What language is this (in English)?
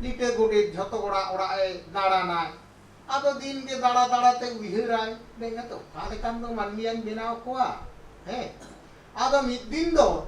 Santali